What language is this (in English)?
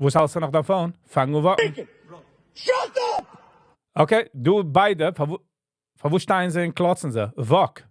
Yiddish